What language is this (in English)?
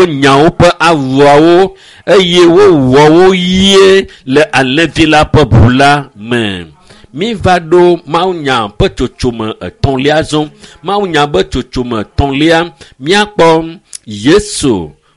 Ewe